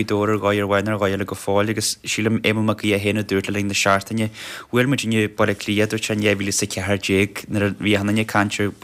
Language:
Irish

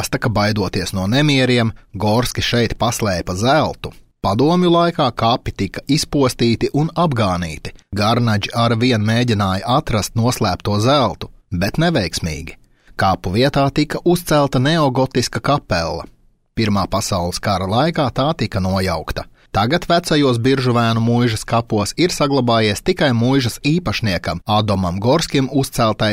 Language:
Latvian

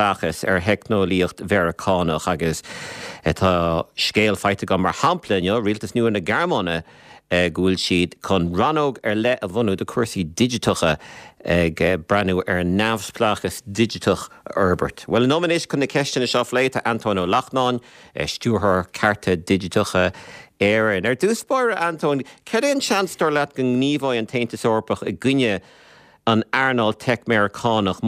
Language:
Irish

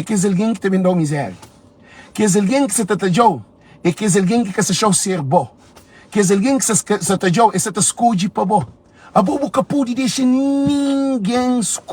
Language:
Kabuverdianu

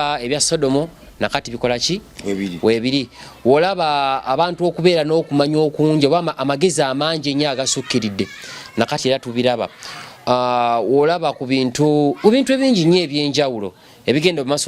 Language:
Ganda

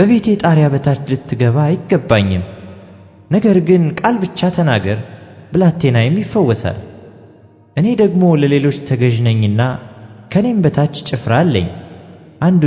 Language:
Amharic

